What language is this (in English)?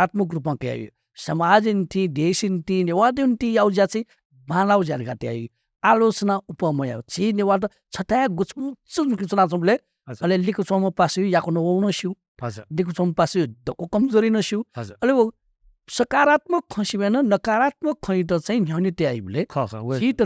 Newari